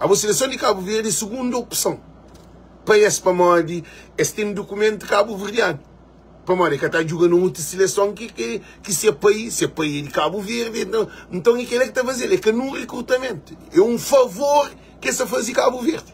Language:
Kabuverdianu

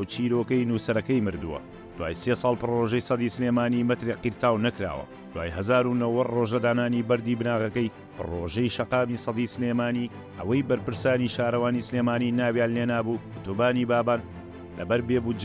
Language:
Central Kurdish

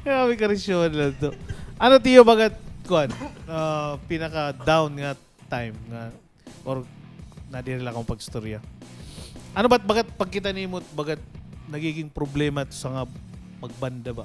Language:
Waray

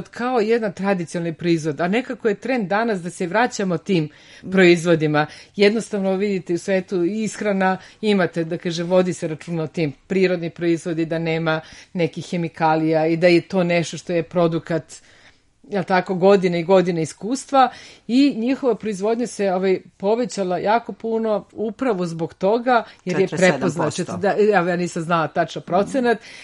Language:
Serbian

